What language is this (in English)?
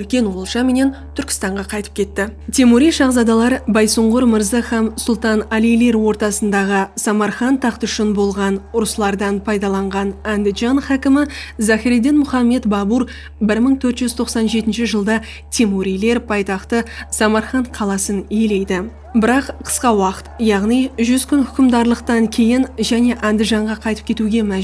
Kara-Kalpak